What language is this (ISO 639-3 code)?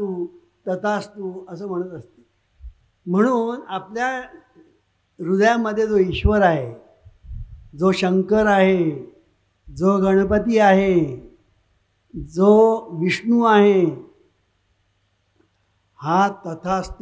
mar